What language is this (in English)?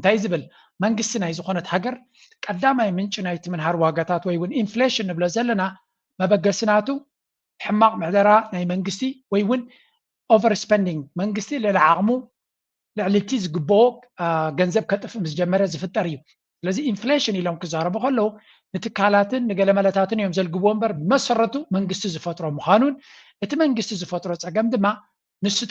Tigrinya